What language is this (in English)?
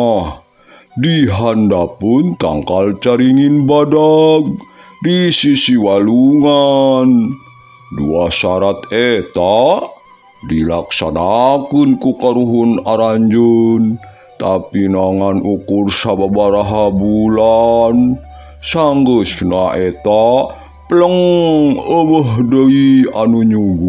Sundanese